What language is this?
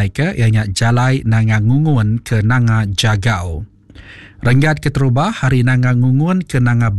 Iban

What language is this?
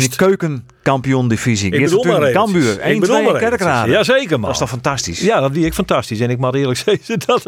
Western Frisian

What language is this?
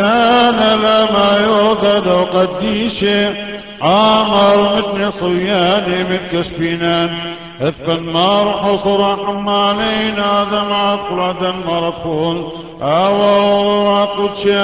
Classical Syriac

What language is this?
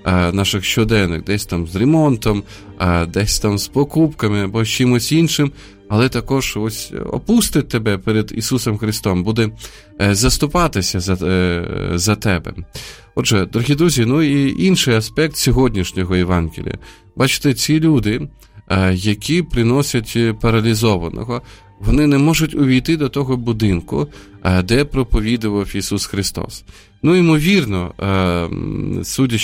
Ukrainian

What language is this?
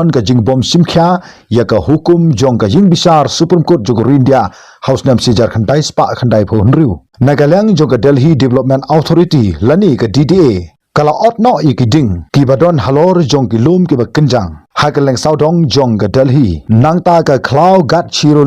Khasi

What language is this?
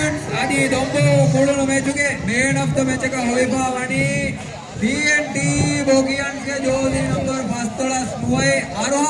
Divehi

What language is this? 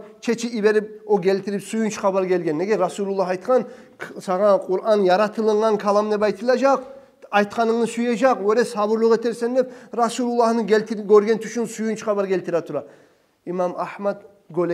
Kumyk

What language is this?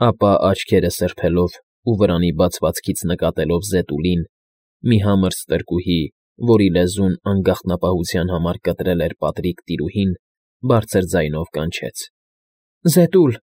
Armenian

